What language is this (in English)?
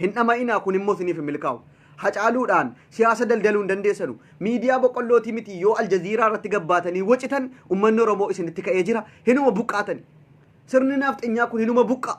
Oromo